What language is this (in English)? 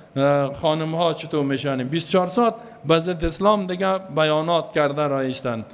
Persian